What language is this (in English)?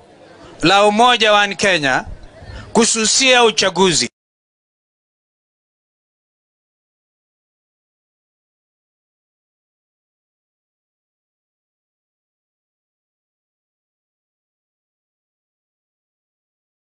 Swahili